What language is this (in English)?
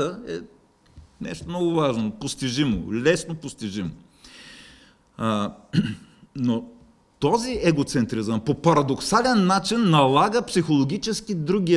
Bulgarian